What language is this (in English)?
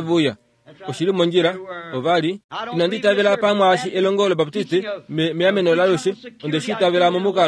Kuanyama